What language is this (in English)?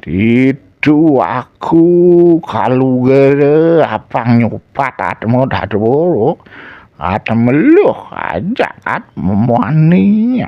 Balinese